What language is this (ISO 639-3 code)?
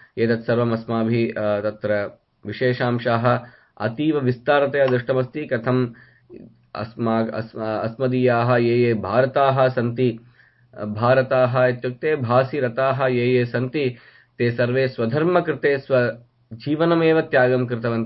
san